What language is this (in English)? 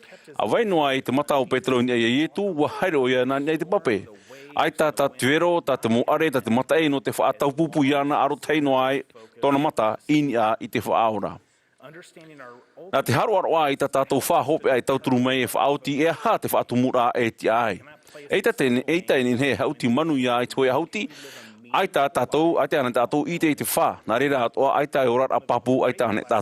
Tahitian